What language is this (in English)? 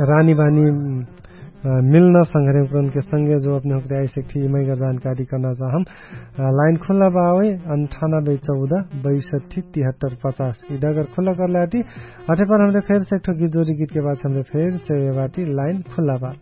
Dangaura Tharu